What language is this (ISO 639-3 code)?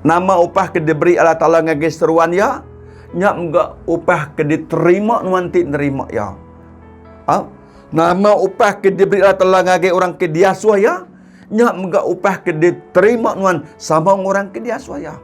iba